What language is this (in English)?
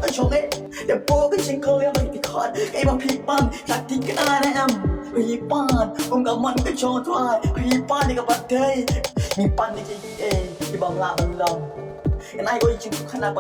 Khasi